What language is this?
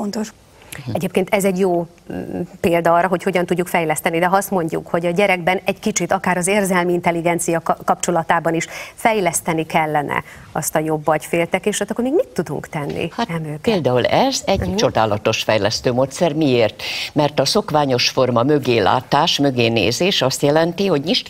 Hungarian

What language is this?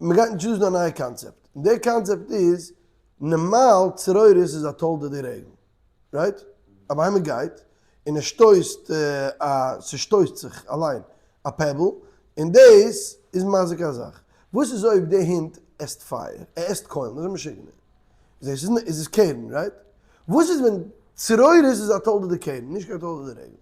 Yiddish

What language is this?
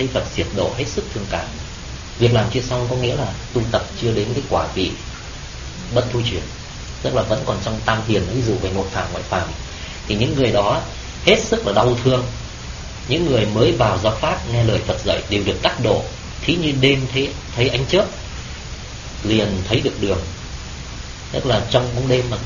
Vietnamese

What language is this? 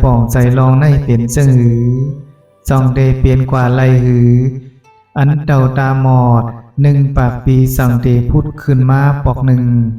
Shan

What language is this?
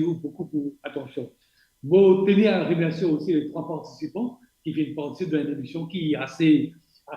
Morisyen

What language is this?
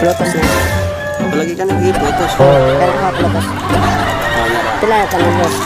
Cebuano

